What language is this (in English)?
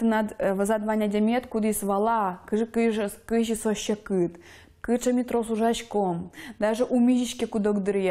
Udmurt